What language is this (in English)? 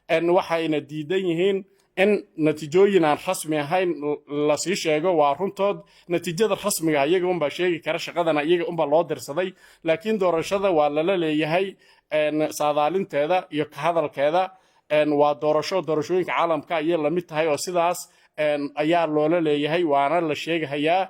Somali